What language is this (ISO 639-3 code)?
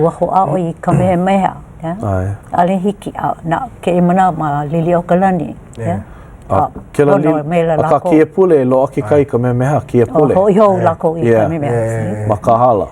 haw